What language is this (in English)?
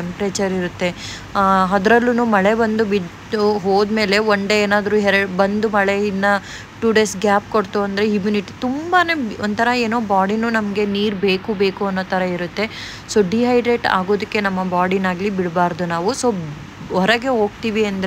Kannada